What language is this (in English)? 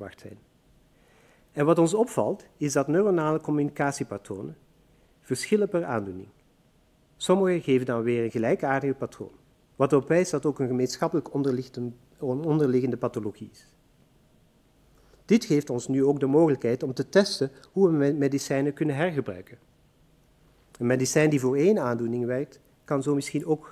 Dutch